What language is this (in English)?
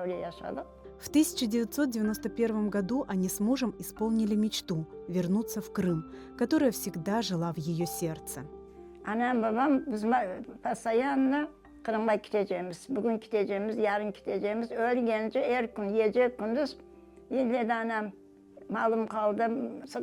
Crimean Tatar